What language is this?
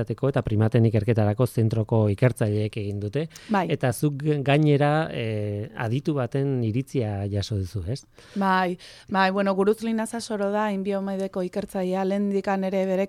Basque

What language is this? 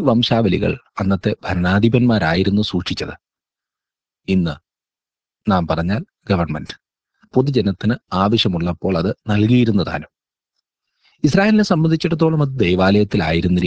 Malayalam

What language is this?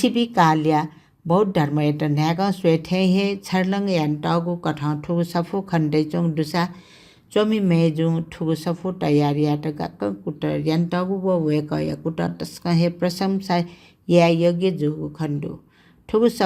Newari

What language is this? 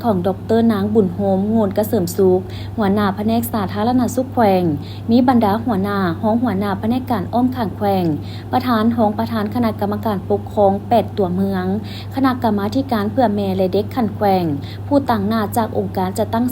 Lao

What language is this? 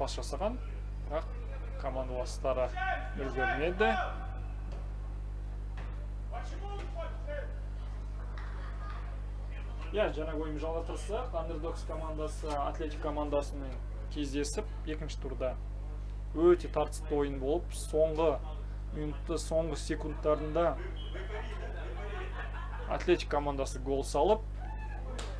Kazakh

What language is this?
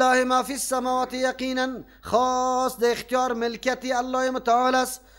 Persian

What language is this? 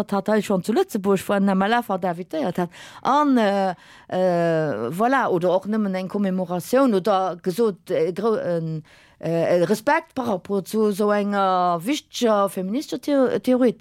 Luxembourgish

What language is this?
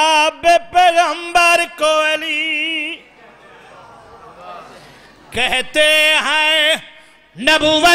Urdu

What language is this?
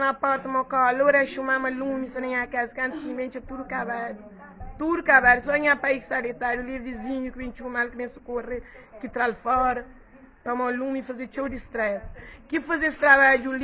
Kabuverdianu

